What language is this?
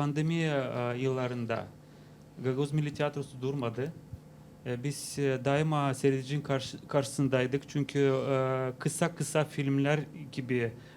Gagauz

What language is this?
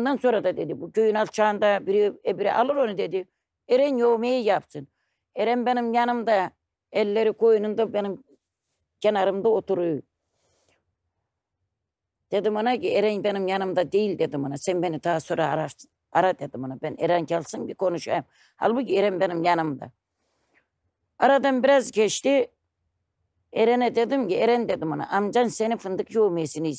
Turkish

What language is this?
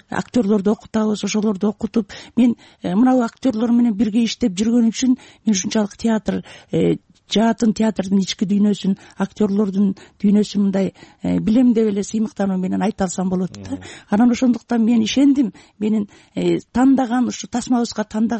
Kyrgyz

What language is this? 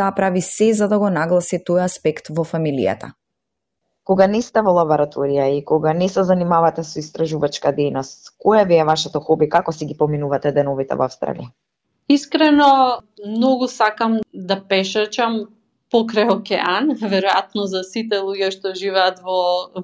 Macedonian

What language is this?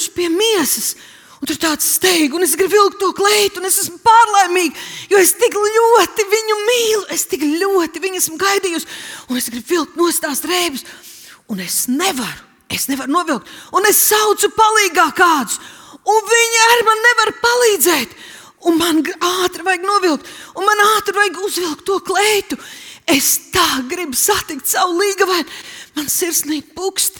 Latvian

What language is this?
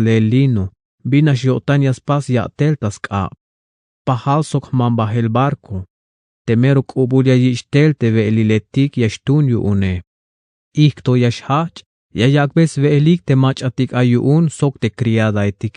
Tzeltal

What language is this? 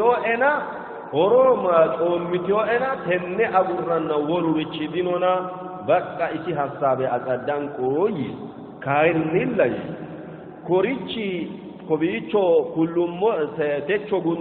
Sidamo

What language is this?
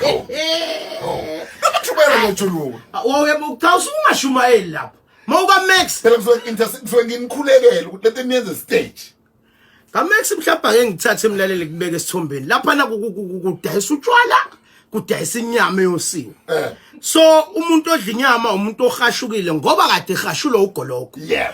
Zulu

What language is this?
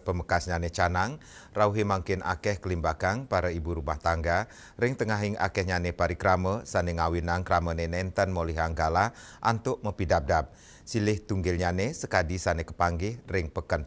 Balinese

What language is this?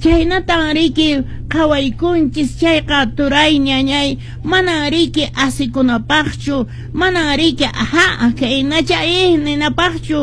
Quechua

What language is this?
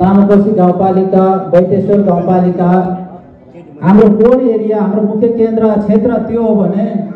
Nepali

